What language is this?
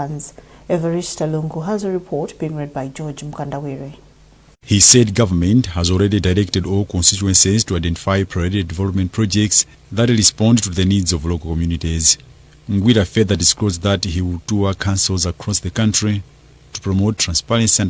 English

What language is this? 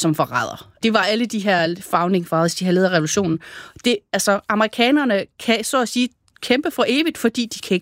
Danish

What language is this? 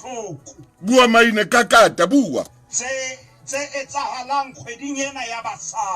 Southern Sotho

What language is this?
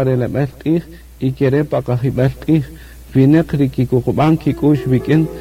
Kaqchikel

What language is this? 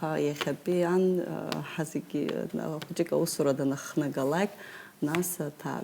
Abkhazian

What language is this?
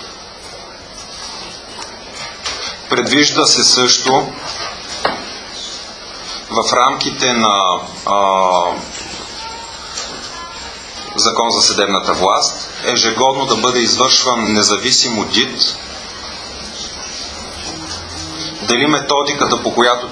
Bulgarian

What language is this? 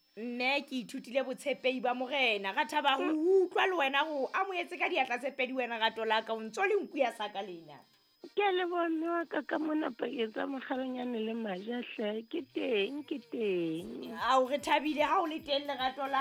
Southern Sotho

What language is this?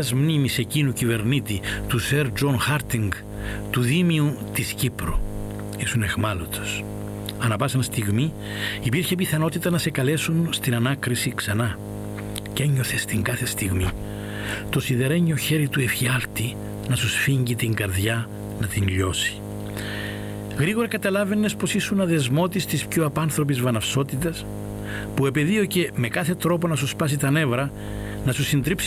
Greek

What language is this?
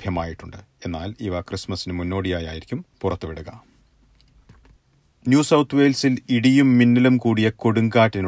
Malayalam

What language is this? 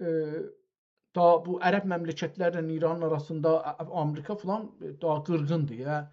South Azerbaijani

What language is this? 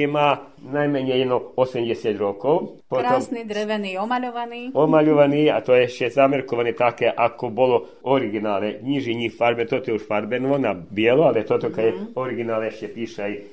Slovak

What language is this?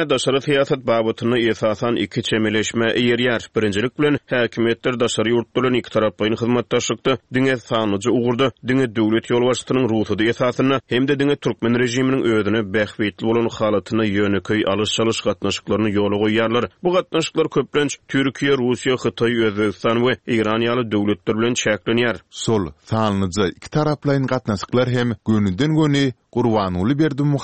Turkmen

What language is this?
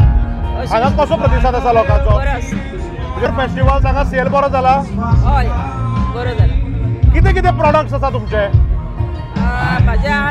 Konkani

